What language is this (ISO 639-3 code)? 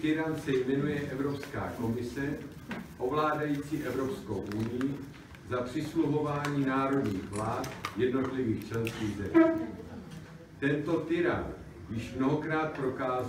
ces